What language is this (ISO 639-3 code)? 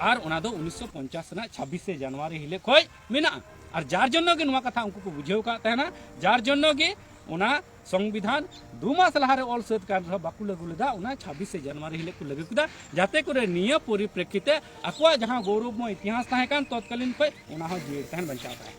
sat